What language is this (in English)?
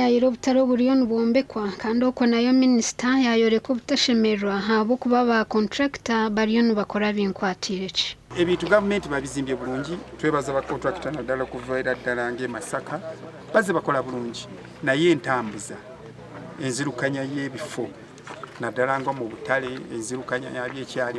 Nyankole